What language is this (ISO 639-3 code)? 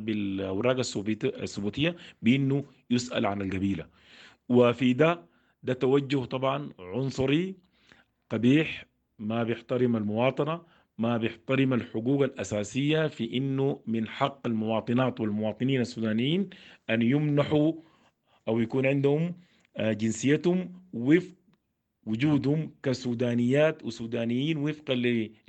apd